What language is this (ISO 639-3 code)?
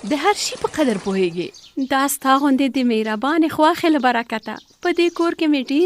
pus